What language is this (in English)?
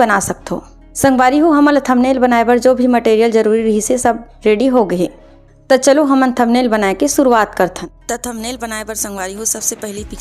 Chhattisgarhi